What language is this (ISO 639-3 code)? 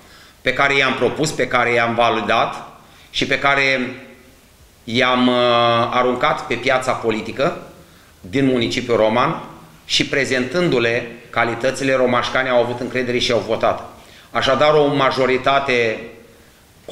ron